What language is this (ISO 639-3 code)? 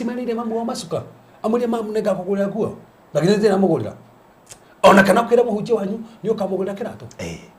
kik